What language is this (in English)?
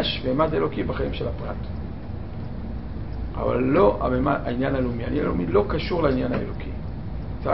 Hebrew